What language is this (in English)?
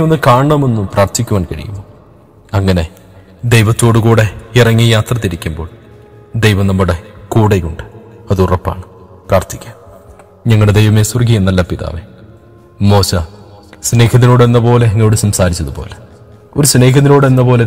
Malayalam